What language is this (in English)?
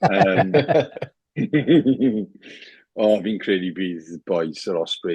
Welsh